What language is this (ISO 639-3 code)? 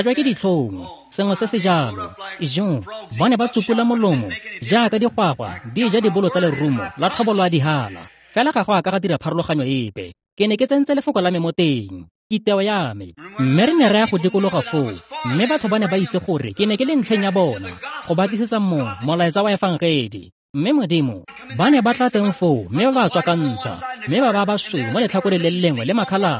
tsn